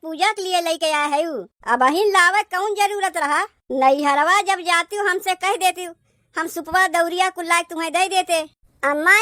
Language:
Awadhi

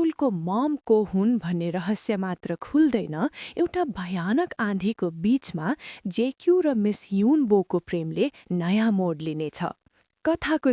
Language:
Nepali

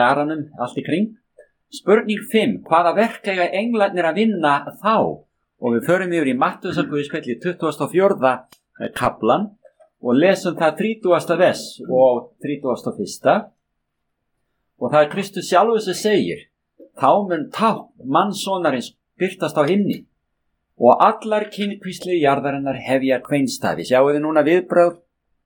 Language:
Icelandic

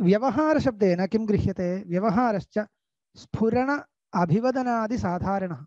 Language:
Sanskrit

